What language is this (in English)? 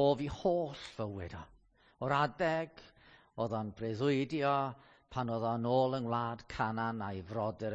Welsh